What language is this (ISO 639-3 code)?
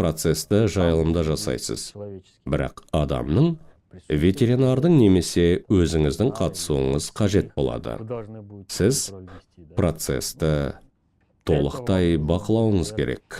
kaz